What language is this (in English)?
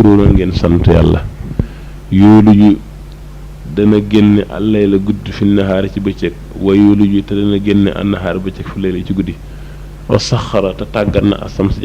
Wolof